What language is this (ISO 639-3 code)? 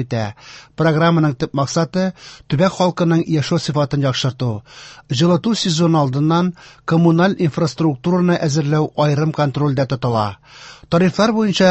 tat